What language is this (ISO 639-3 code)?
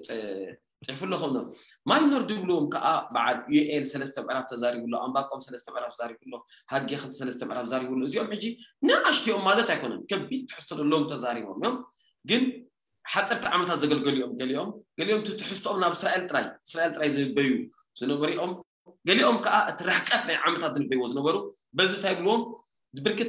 tir